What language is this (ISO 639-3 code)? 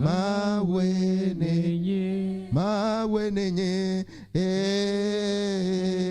ewe